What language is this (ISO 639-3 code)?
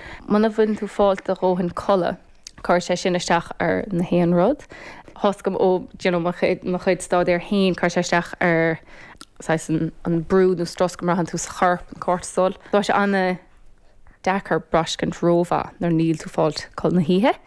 gle